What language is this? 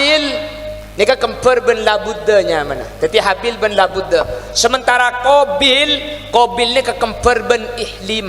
Madurese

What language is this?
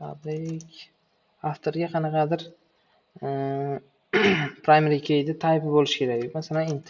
Uzbek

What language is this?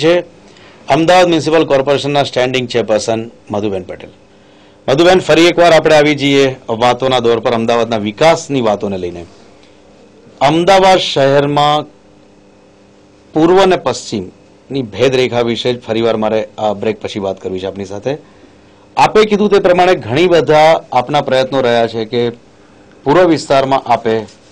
Gujarati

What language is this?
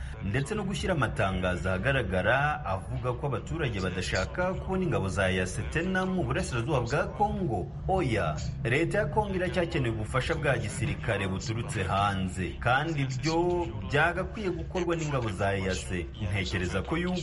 Kinyarwanda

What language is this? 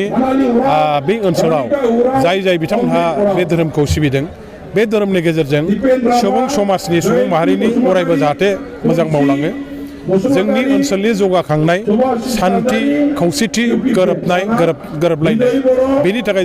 Bodo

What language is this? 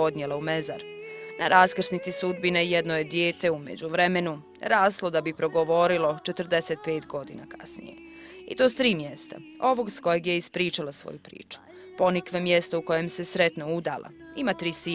Bosnian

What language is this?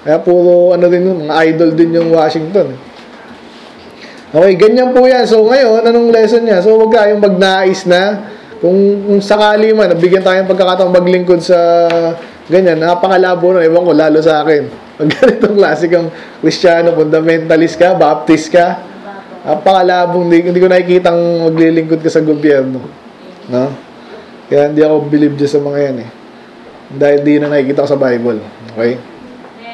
Filipino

